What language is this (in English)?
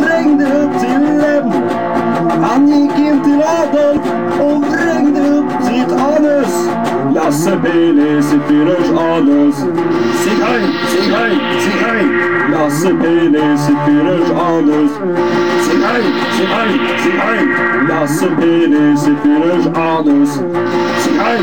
Swedish